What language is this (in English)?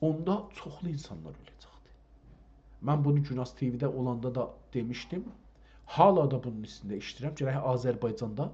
South Azerbaijani